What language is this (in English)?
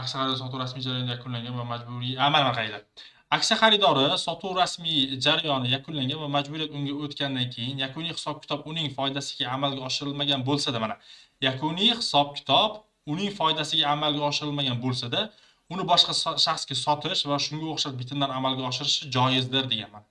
Uzbek